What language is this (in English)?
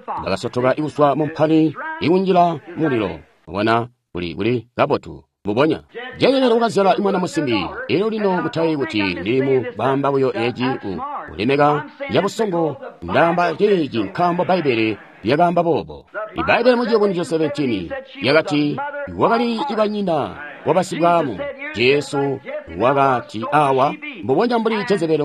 Tonga (Zambia)